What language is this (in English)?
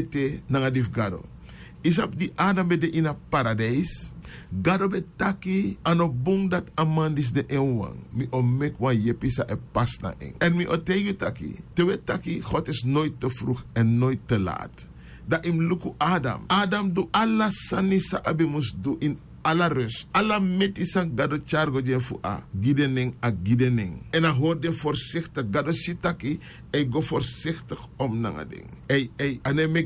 Sranan Tongo